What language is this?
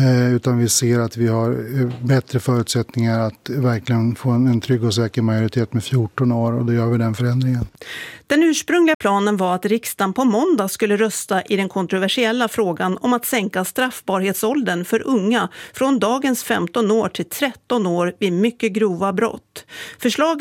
Swedish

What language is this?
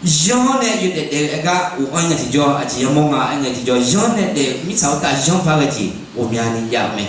Akha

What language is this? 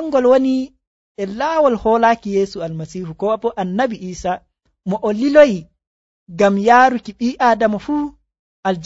Nigerian Fulfulde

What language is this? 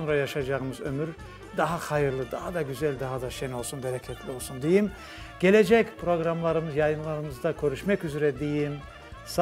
Crimean Tatar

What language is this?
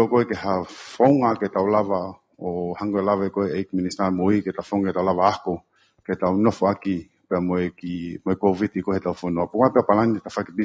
Tongan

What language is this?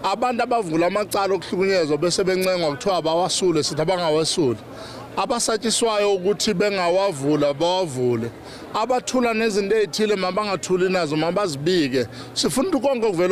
Zulu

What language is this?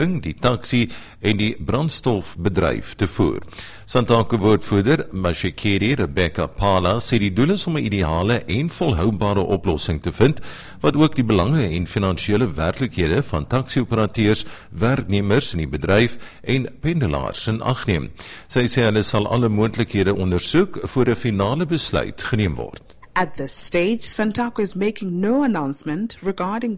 Afrikaans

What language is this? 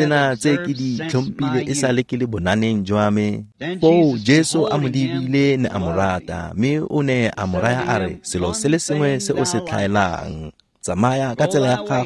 Tswana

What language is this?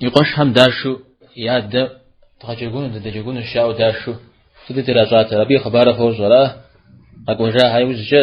Kabardian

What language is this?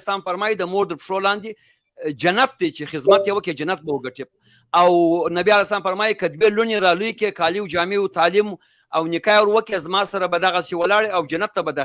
Pashto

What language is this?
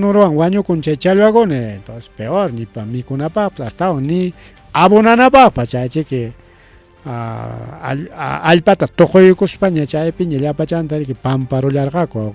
Ayacucho Quechua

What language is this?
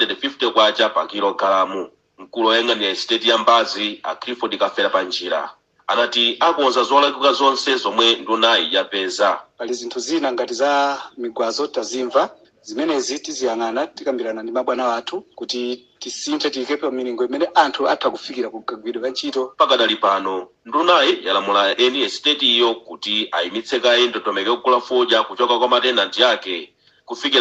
Nyanja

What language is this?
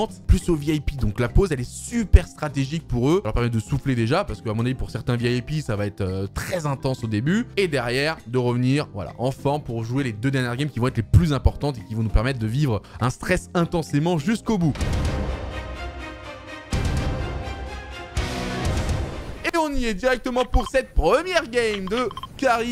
French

